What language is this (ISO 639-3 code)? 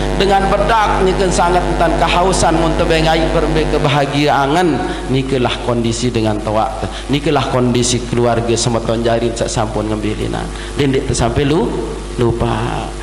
sas